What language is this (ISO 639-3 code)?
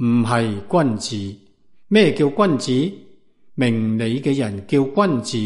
yue